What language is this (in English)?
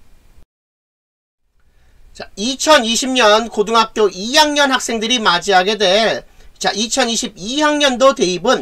Korean